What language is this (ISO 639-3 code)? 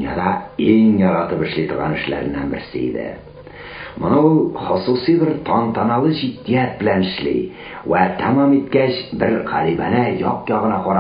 tat